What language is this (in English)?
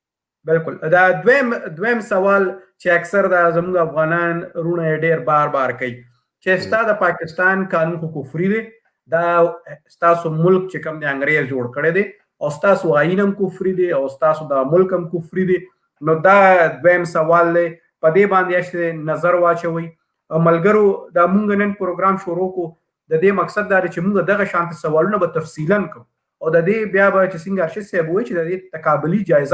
Pashto